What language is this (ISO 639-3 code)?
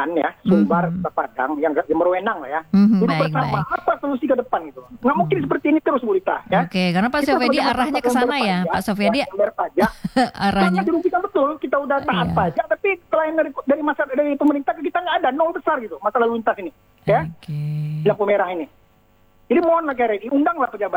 ind